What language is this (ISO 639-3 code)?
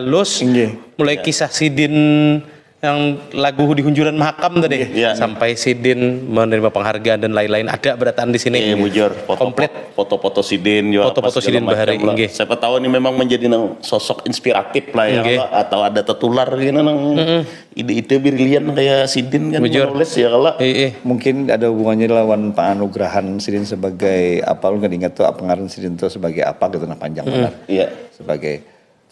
bjn